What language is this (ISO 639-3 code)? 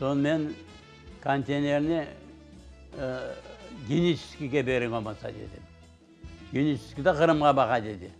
crh